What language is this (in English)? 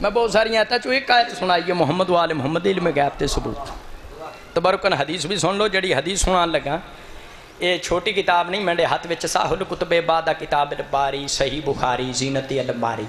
Saraiki